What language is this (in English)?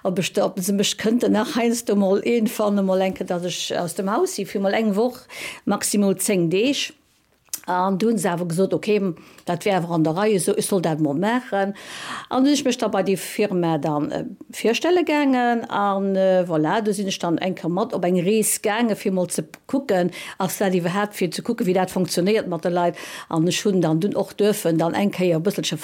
Luxembourgish